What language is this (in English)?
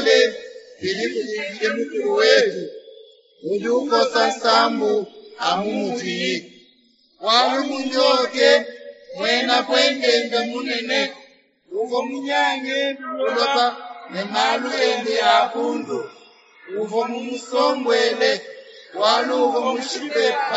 Luba-Lulua